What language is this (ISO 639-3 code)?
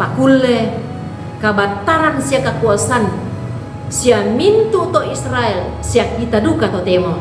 sda